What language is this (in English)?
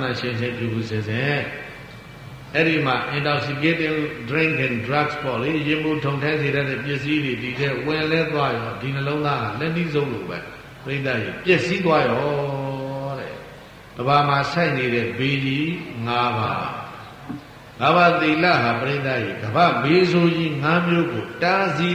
Burmese